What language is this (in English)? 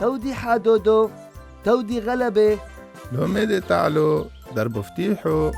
Turoyo